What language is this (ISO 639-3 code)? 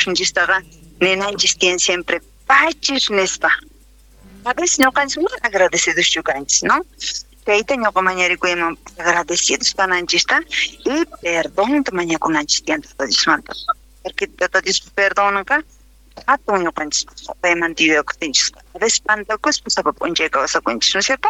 quh